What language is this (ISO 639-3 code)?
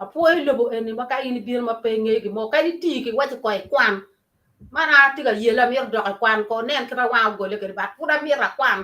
ach